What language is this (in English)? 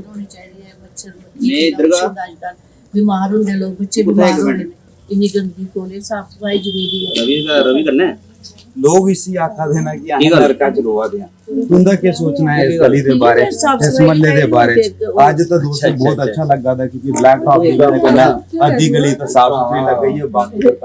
Dogri